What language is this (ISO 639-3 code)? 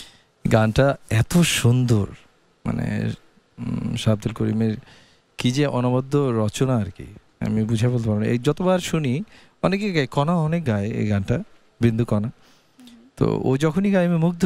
ben